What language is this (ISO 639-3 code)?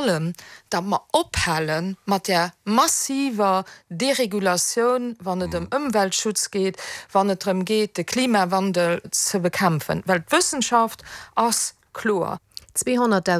ltz